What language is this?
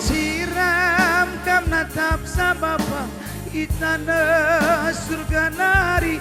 Batak Karo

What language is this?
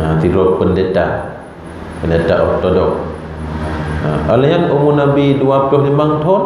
Achinese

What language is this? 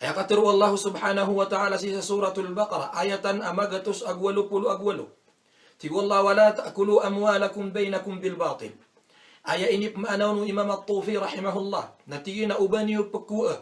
Maranao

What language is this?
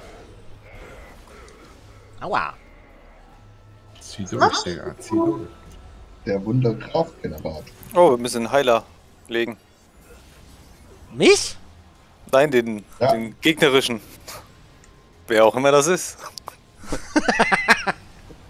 German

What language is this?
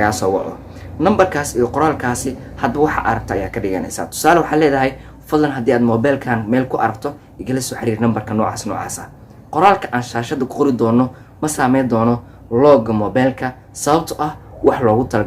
Somali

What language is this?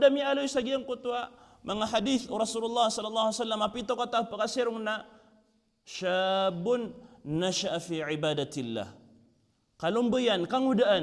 Maranao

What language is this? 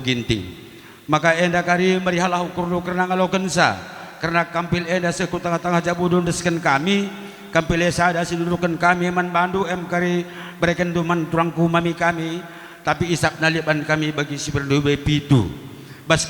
Batak Karo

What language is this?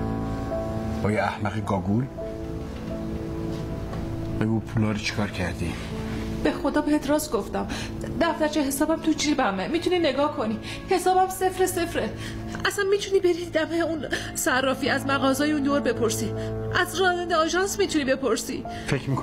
Persian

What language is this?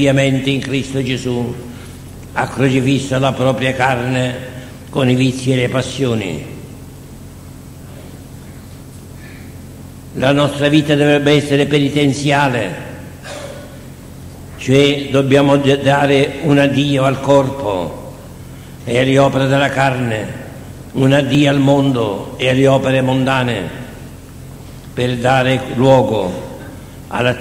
Italian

